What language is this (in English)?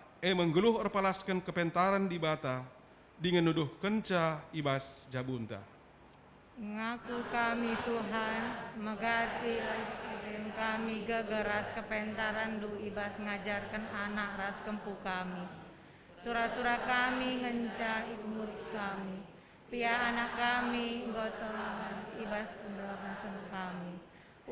Batak Karo